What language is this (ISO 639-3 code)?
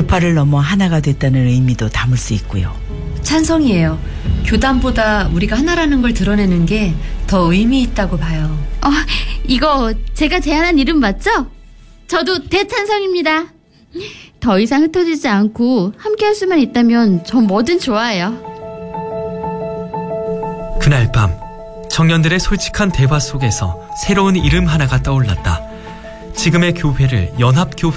kor